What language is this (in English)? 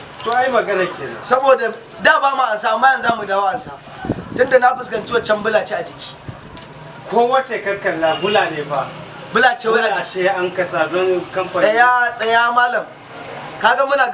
Hausa